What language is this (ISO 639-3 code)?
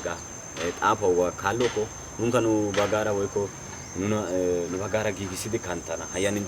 wal